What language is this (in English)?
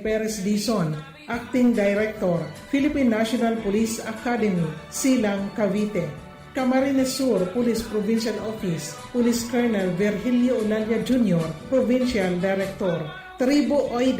Bikol